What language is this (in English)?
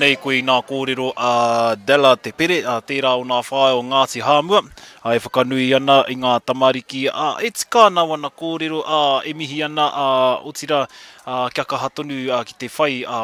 Māori